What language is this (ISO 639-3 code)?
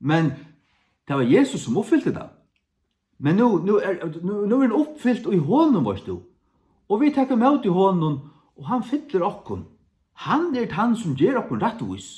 fao